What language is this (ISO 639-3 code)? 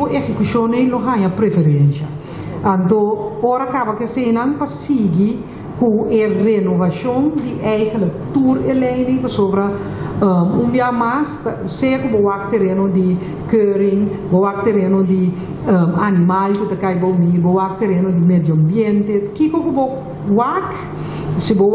pap